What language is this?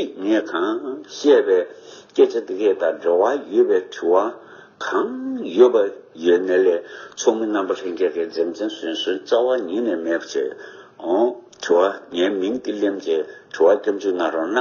Tibetan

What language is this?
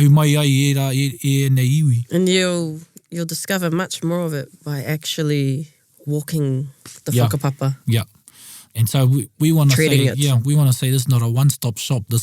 Māori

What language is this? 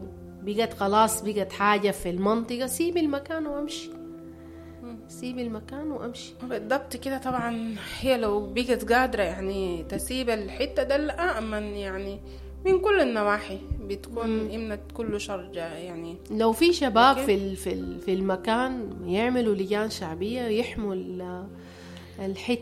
Sudanese Arabic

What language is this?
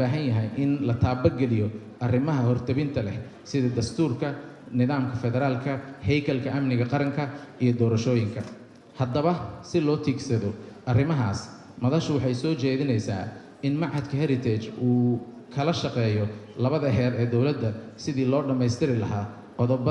Somali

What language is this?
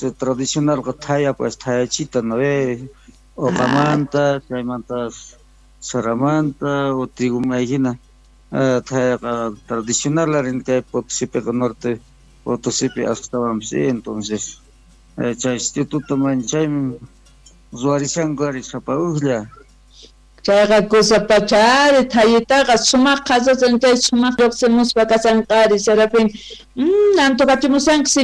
Quechua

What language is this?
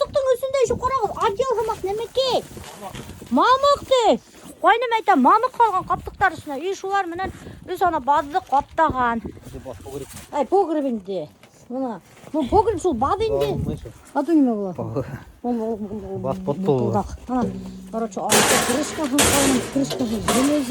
Bashkir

